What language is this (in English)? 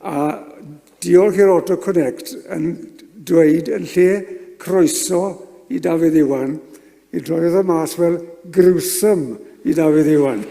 Welsh